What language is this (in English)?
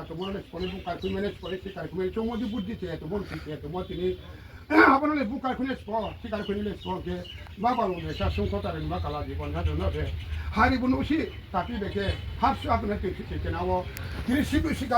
Riang (India)